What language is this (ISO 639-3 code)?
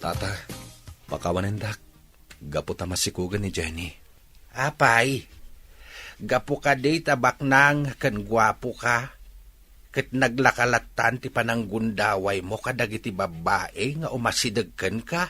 ilo